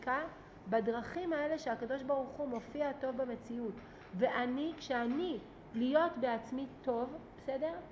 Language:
Hebrew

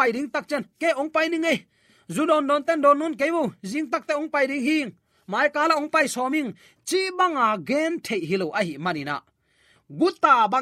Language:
Tedim Chin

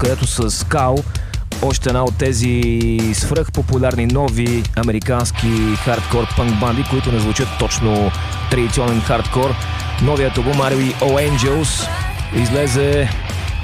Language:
Bulgarian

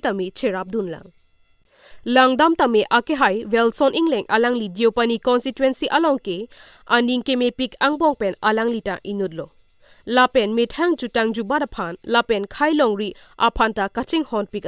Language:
Karbi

